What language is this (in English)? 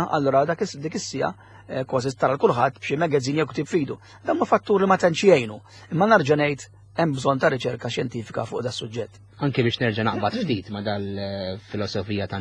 Maltese